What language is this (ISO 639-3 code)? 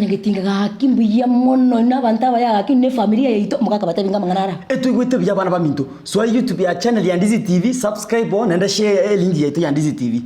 guz